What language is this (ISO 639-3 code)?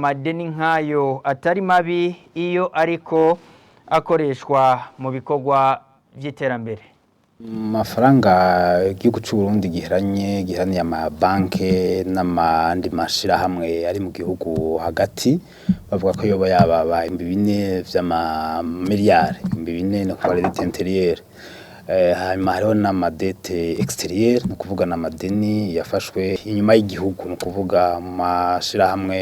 run